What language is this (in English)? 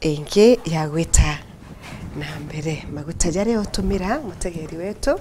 Meru